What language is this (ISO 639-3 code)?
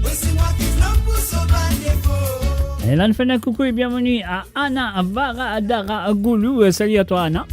mfe